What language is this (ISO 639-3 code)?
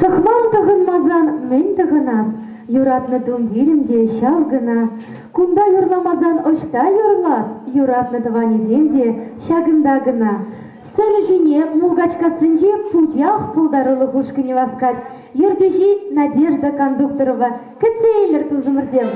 chv